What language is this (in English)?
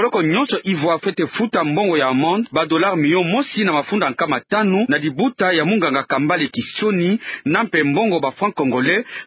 Kituba (Democratic Republic of Congo)